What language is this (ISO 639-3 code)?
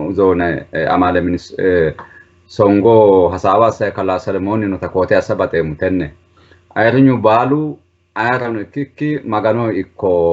sid